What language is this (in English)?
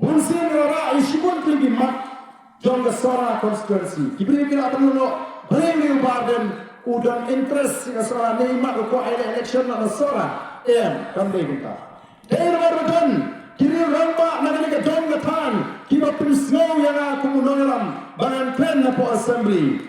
Khasi